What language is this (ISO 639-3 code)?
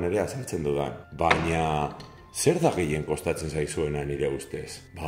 eus